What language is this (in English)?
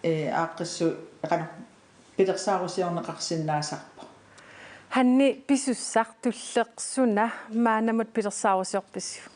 Kalaallisut